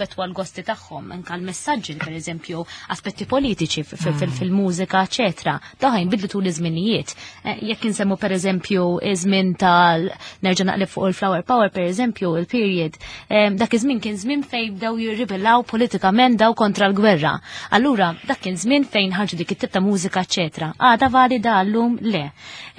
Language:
Maltese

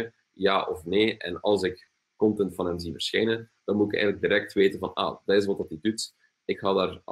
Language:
Dutch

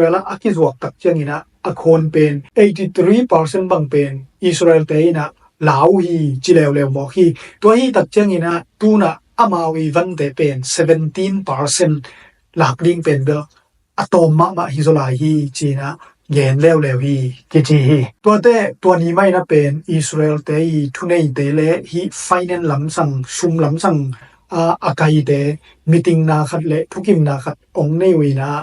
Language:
Tedim Chin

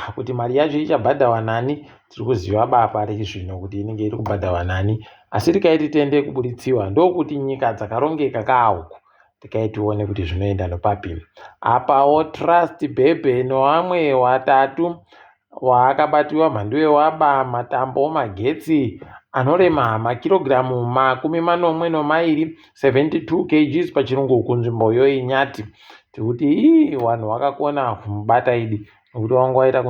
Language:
Ndau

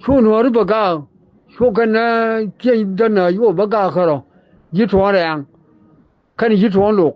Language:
Nuer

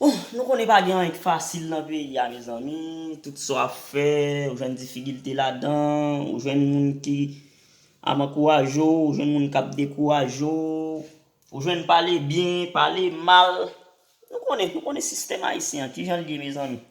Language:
Haitian Creole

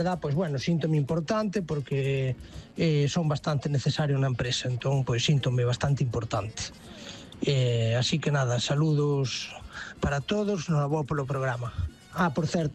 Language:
Galician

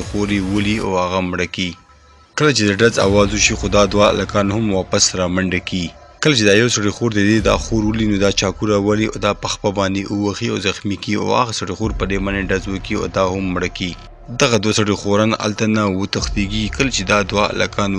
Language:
Pashto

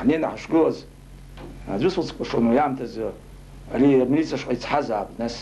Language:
Abkhazian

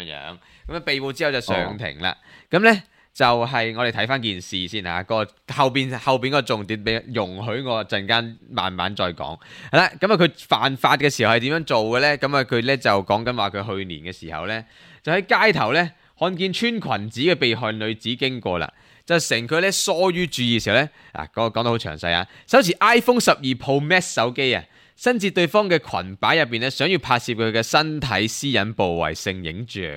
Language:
Cantonese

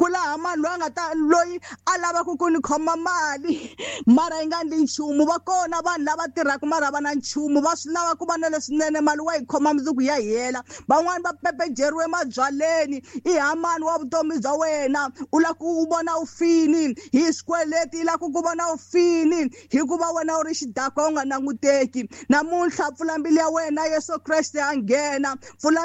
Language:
Tsonga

